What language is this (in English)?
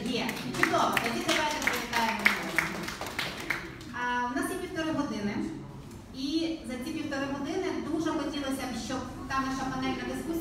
Ukrainian